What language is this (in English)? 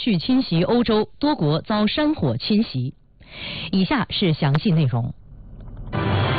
Chinese